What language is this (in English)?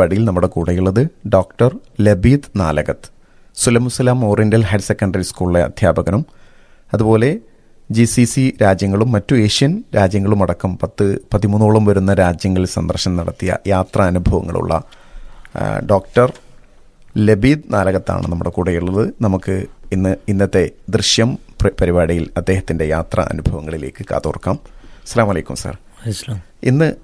Malayalam